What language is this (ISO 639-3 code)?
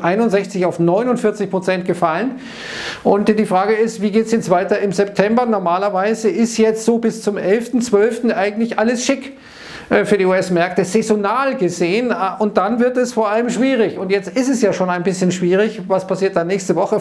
deu